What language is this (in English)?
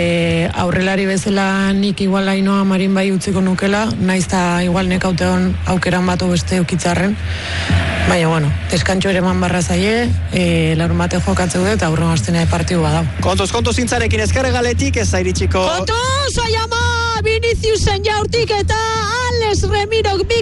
Basque